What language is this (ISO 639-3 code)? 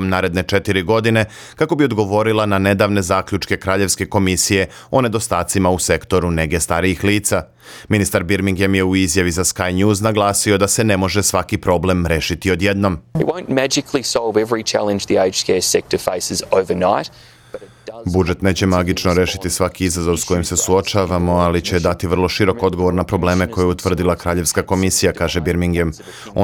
srp